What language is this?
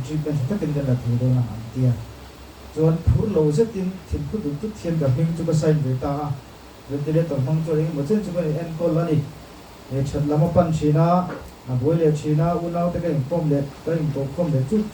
Mizo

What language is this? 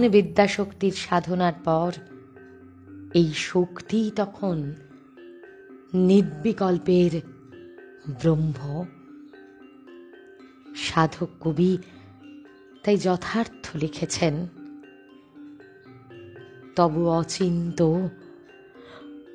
Bangla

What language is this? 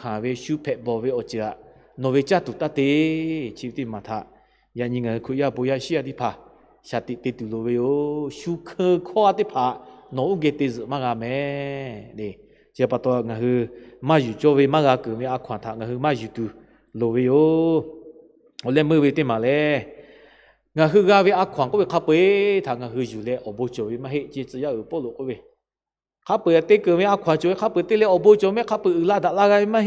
Lahu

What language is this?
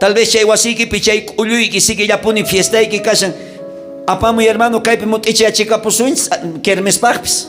South Bolivian Quechua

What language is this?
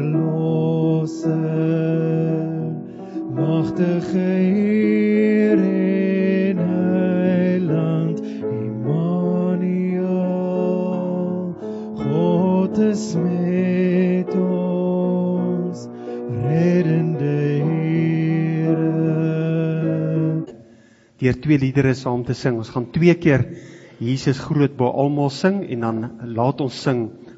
Afrikaans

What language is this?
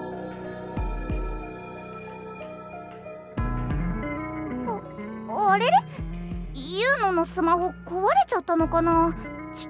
Japanese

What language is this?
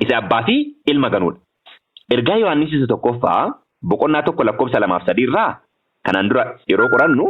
Oromo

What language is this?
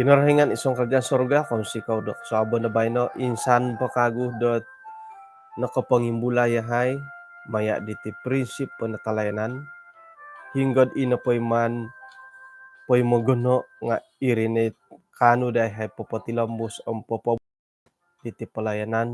Central Dusun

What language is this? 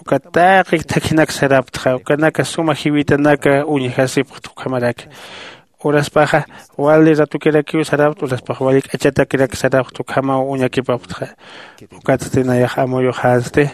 Aymara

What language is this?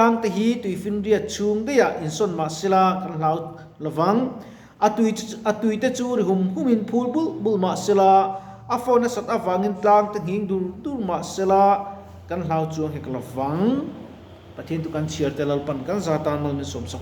Mizo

